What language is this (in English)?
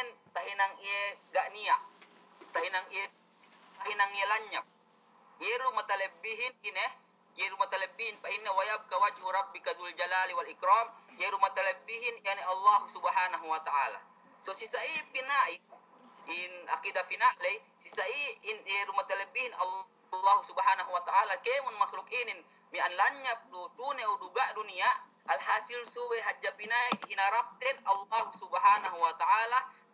Yakan